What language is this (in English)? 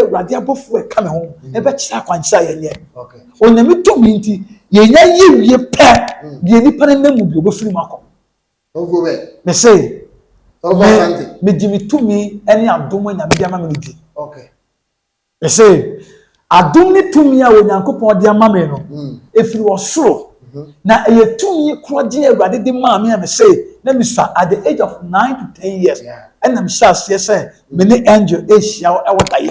Akan